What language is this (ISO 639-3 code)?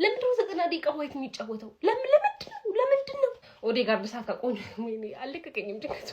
amh